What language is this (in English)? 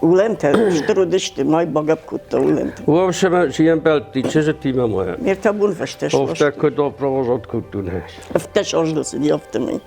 Ossetic